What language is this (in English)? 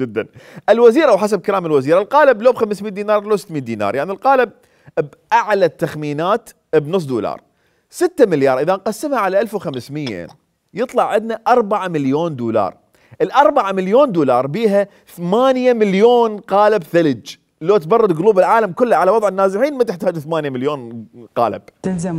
Mesopotamian Arabic